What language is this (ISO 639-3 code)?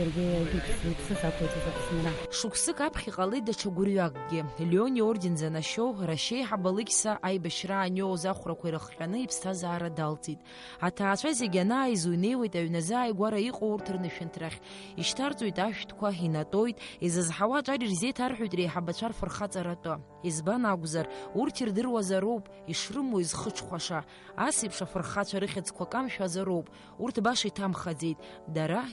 abk